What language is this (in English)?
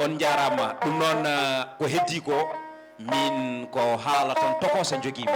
Fula